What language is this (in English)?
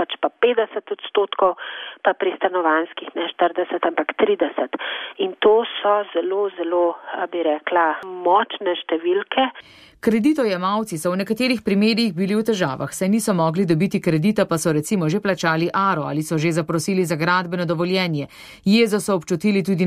Slovenian